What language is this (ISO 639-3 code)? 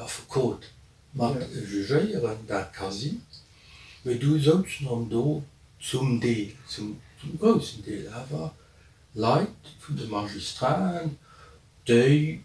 ltz